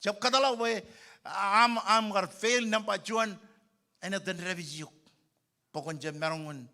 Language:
Marshallese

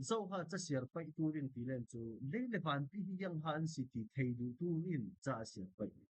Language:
Falam Chin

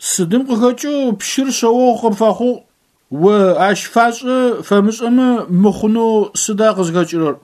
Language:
Adyghe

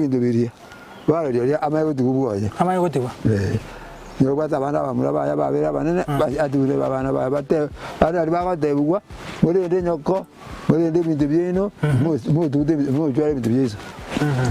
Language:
Gusii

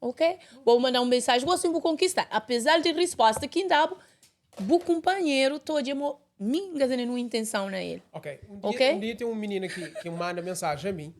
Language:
Kabuverdianu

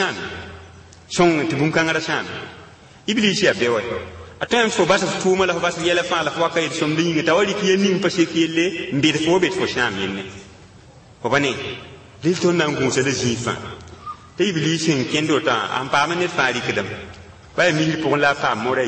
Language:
Mossi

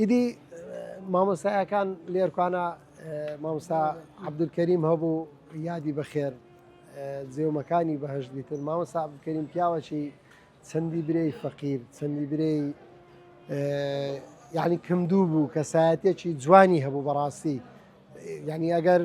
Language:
Central Kurdish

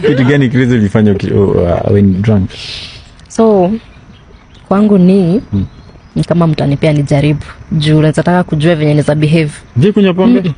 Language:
Swahili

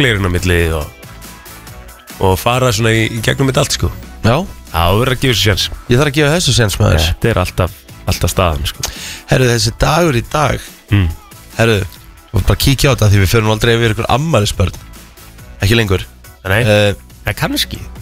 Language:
Icelandic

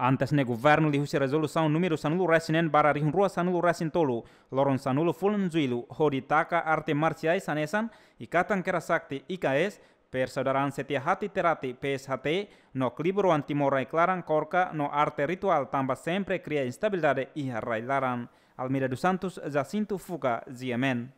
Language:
Tetum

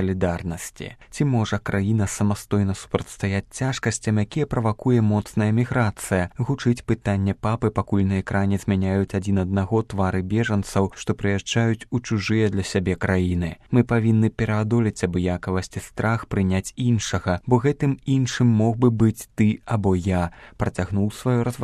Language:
Belarusian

